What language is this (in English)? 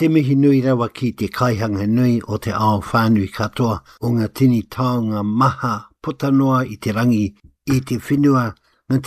Māori